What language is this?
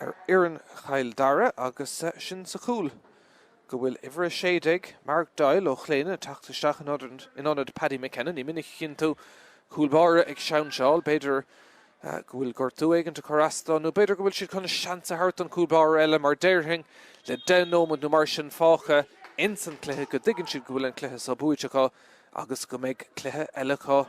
Irish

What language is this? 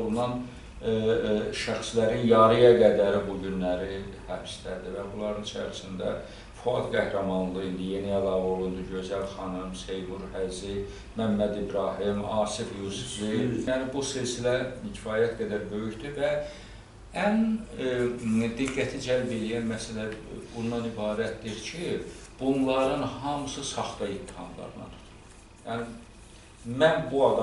Azerbaijani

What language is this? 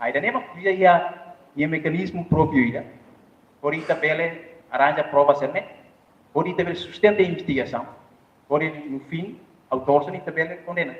Tetum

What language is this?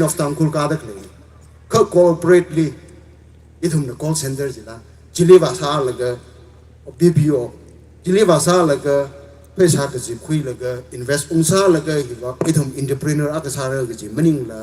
Tangkhul Naga (India)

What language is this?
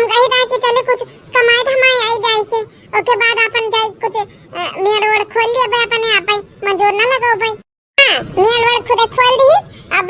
Awadhi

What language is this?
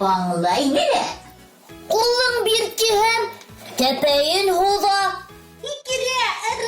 Bashkir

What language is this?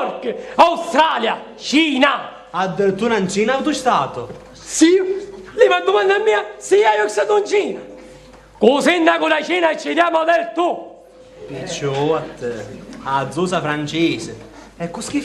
Sicilian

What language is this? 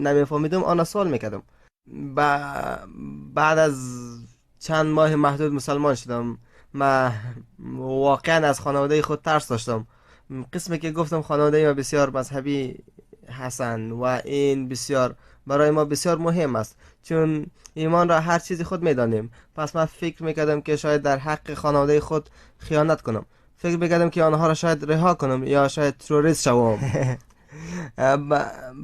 Persian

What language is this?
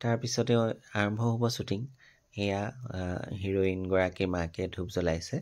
Assamese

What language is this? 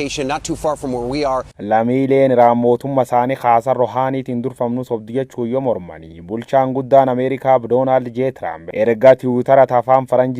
Oromo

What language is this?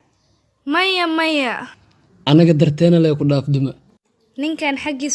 Somali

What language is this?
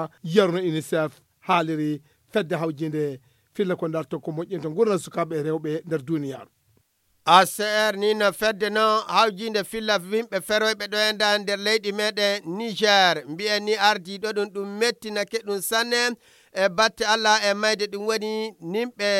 Fula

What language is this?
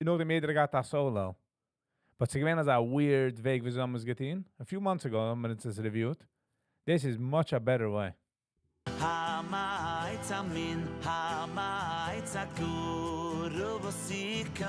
Yiddish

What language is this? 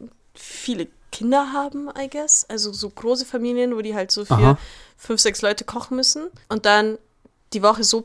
German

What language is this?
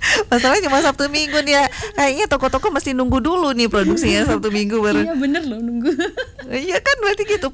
Indonesian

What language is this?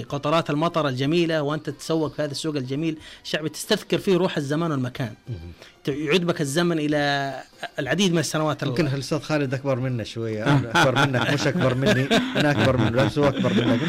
Najdi Arabic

